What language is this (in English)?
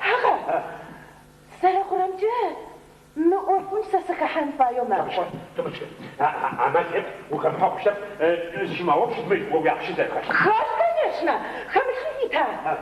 Adyghe